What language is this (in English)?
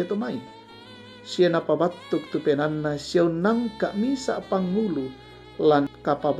Toraja-Sa'dan